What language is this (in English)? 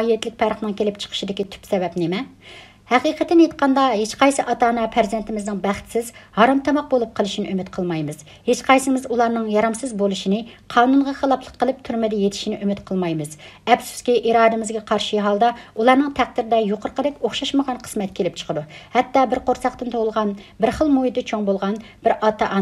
Uyghur